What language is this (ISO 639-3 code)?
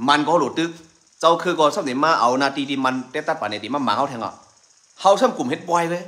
shn